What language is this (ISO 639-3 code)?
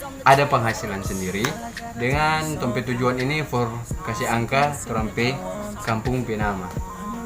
xmm